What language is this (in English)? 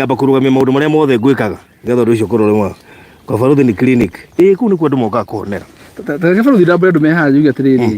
Kikuyu